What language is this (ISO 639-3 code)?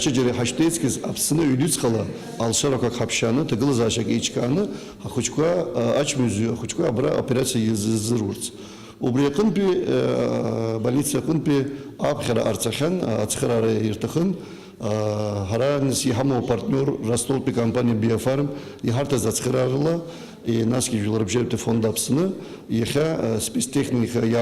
abk